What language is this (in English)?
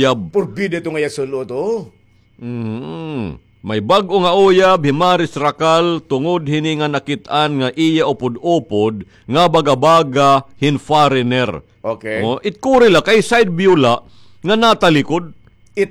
Waray